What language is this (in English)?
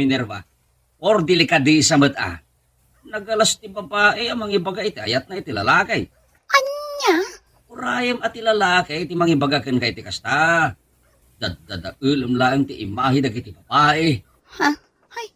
Iloko